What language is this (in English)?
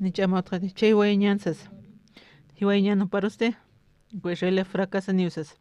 Aymara